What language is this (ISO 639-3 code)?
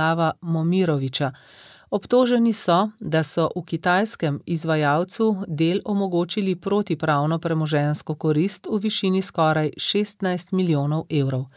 slv